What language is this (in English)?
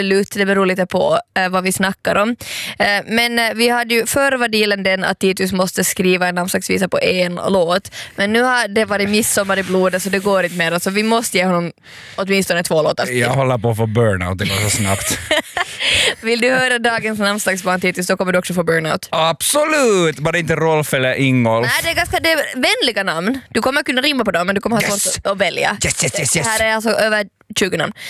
Swedish